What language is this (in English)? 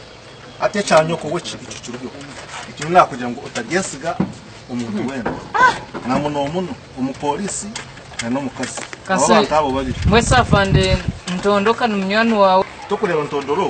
Kinyarwanda